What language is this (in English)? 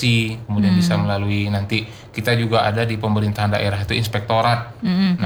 Indonesian